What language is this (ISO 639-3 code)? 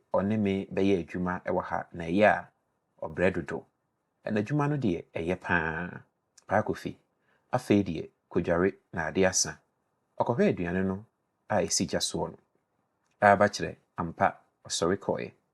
aka